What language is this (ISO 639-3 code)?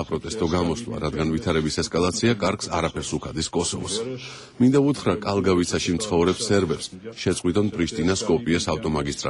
kat